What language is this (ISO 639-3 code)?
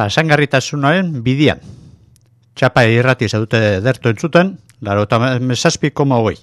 eus